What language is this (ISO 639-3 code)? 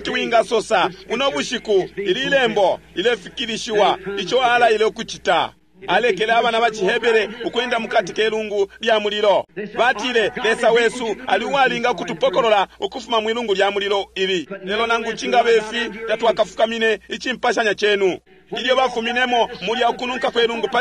bem